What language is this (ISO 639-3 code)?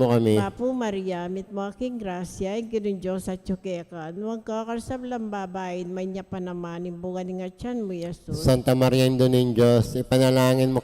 pam